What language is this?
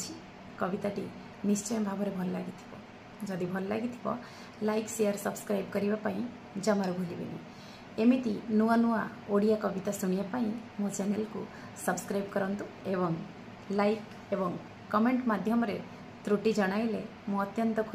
Odia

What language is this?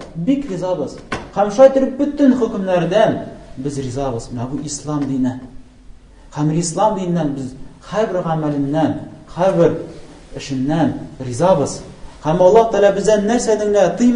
Tatar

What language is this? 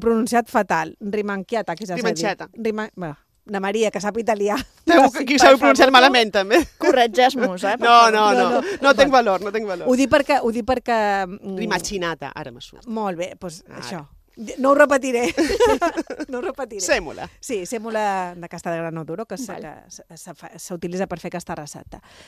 Catalan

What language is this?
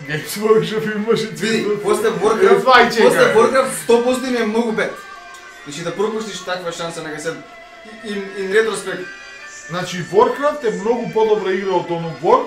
Macedonian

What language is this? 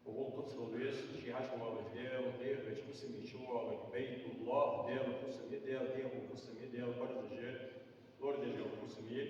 Ingush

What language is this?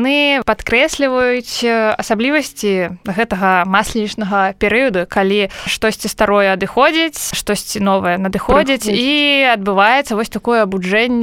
Belarusian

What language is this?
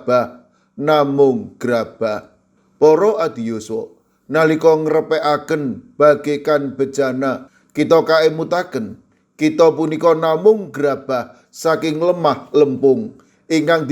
Javanese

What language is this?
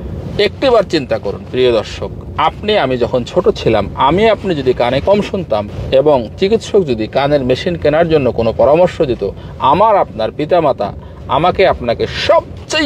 Bangla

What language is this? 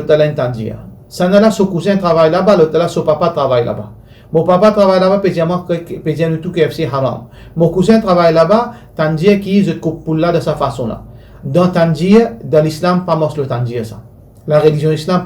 Morisyen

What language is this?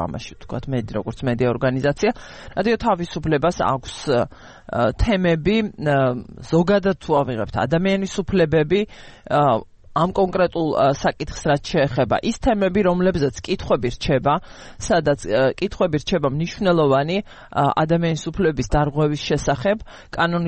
Georgian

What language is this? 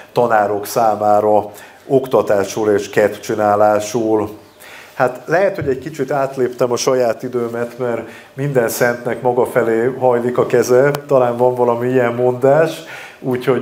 Hungarian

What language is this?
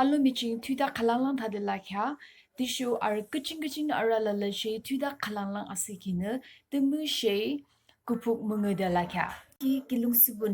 Yimchungru Naga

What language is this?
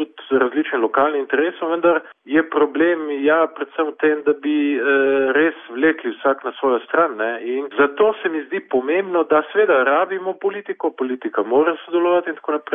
Slovenian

